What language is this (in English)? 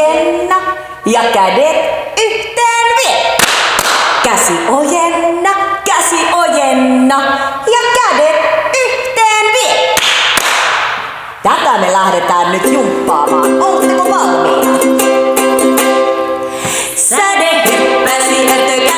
Finnish